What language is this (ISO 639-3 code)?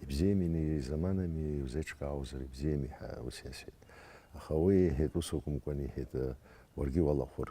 abk